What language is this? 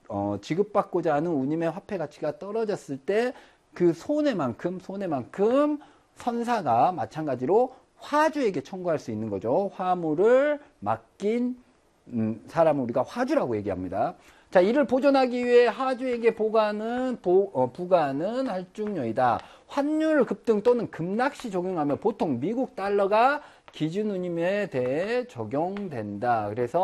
Korean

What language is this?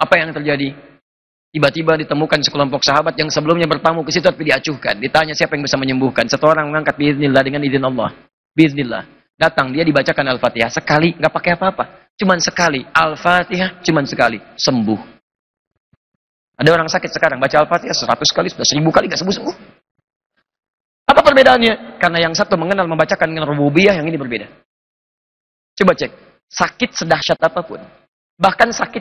Indonesian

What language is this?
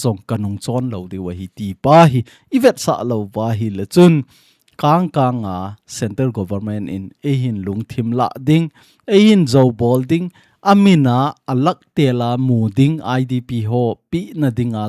Thado Chin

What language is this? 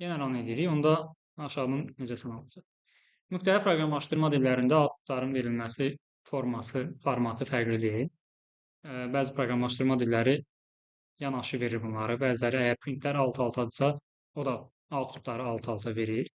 Azerbaijani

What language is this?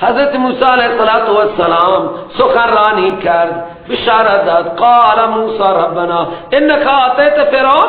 Persian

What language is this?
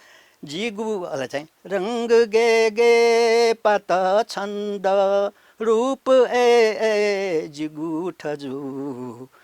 Newari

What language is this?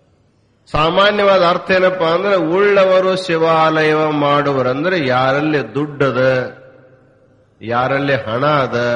Kannada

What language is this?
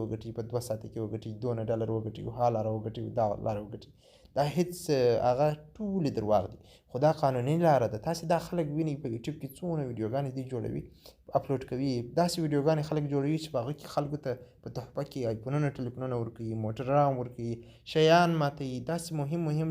Pashto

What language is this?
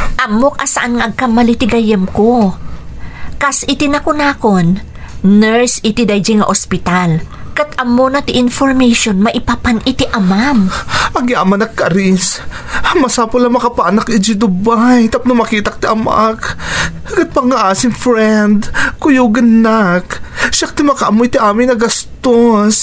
Iloko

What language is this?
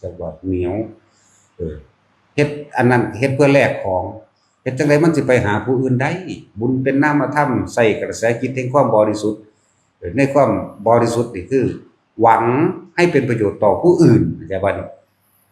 Northeastern Thai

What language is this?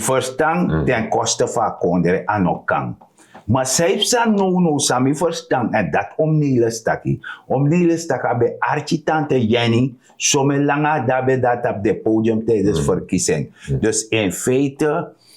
Sranan Tongo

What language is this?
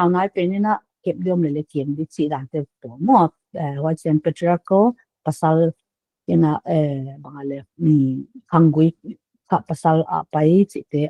Paite Chin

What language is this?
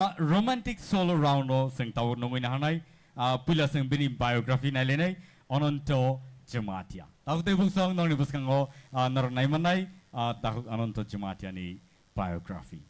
Kok Borok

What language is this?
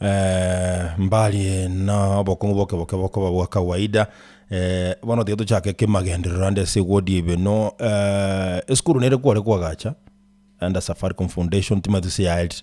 Gusii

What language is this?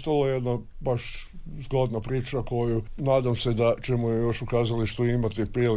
Croatian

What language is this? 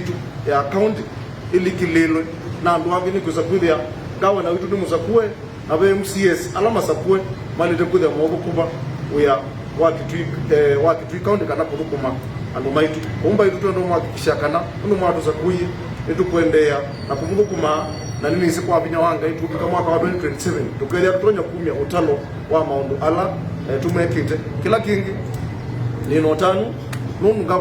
Kamba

